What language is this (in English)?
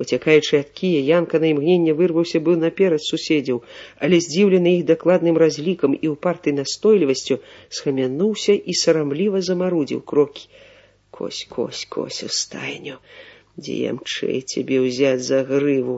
Belarusian